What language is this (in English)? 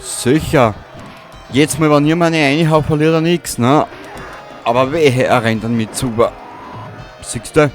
Bavarian